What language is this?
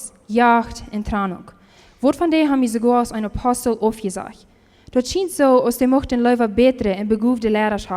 Plautdietsch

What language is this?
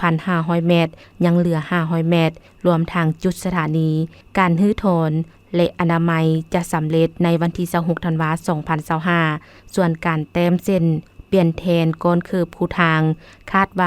Lao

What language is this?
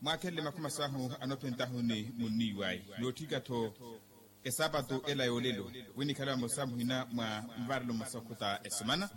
Makhuwa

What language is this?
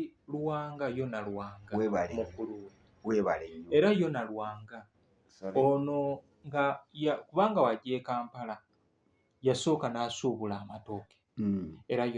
Ganda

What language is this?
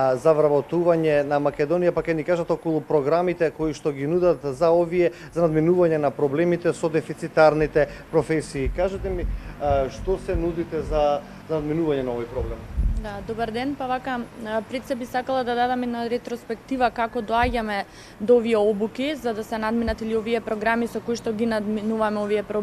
Macedonian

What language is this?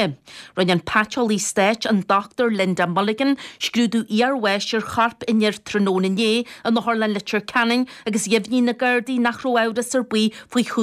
Irish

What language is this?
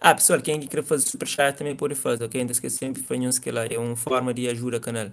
Kabuverdianu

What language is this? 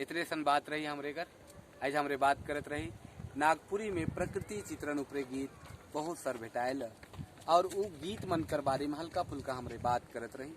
Sadri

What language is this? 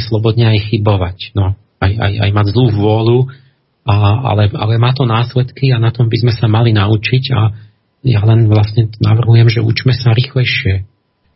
Slovak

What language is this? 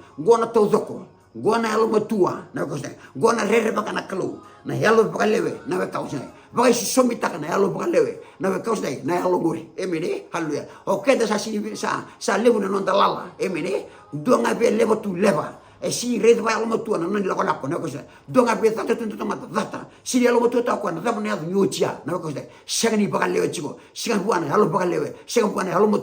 Fijian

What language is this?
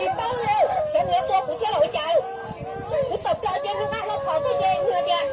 Hmong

